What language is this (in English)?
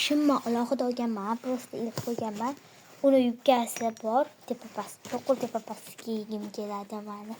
Uzbek